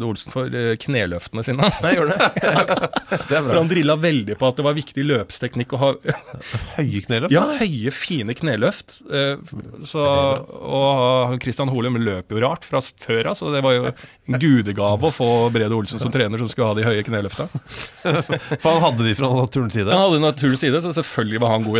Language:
Norwegian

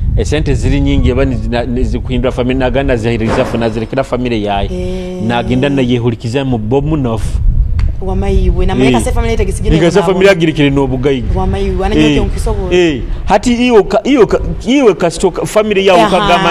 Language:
Nyoro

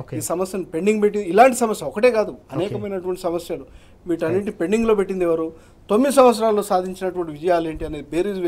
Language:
Telugu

